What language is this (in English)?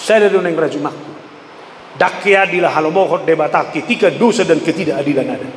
Batak Toba